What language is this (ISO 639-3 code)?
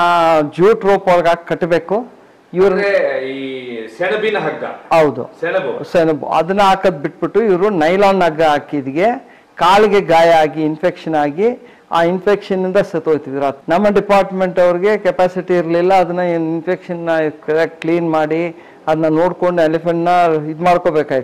kan